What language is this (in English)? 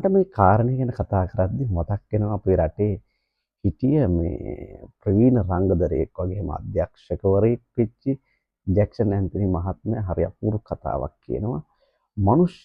Sinhala